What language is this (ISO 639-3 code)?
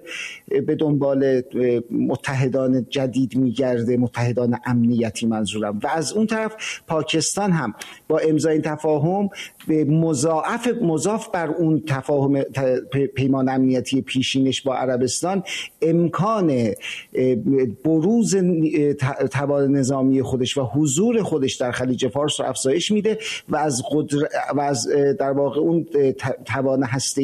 fas